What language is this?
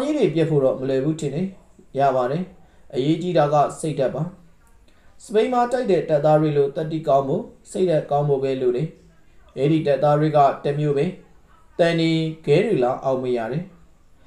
Burmese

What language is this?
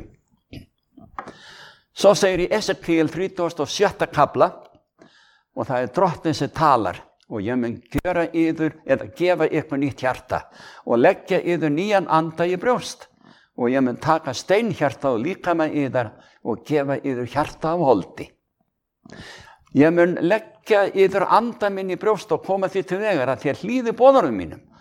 Icelandic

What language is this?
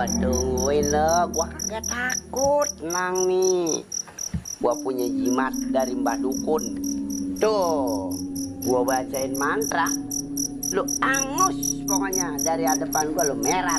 Betawi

